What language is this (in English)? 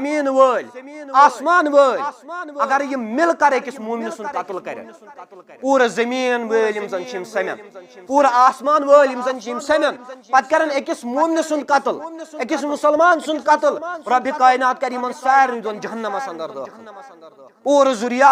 Kashmiri